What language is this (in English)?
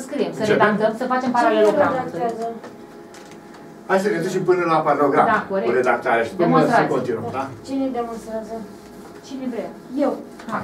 Romanian